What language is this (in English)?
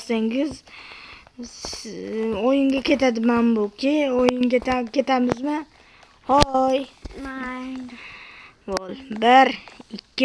Uzbek